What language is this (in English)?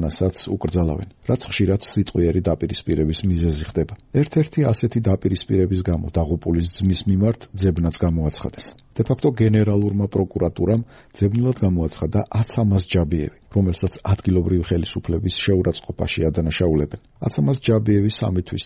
Georgian